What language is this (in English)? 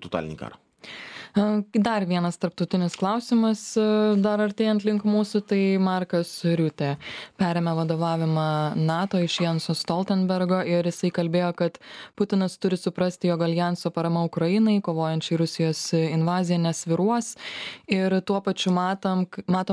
Lithuanian